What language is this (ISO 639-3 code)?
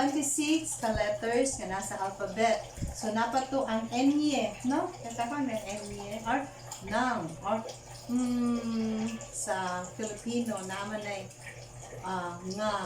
ceb